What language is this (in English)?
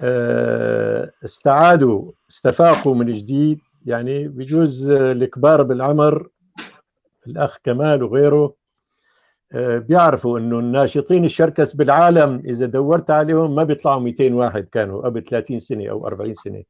North Levantine Arabic